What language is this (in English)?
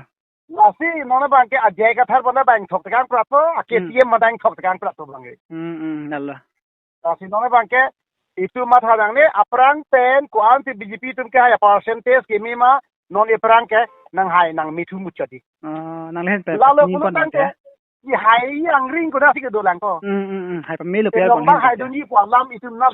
Karbi